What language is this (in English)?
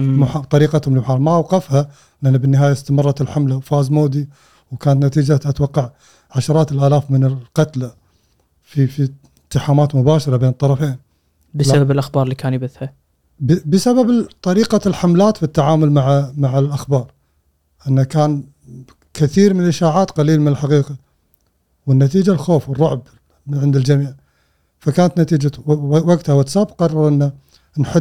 Gulf Arabic